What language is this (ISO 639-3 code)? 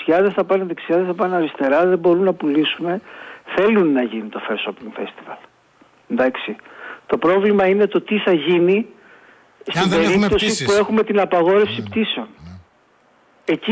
ell